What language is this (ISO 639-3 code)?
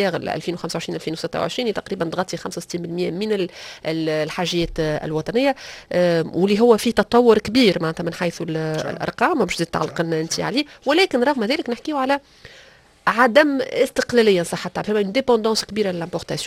aeb